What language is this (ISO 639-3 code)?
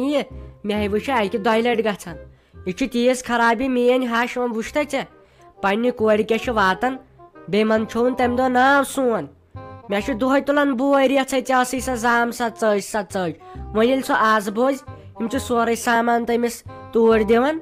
kas